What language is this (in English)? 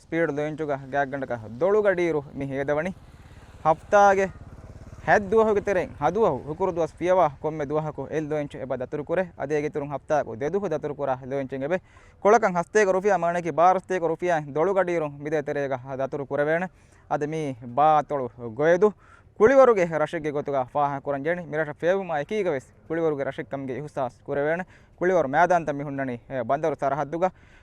Divehi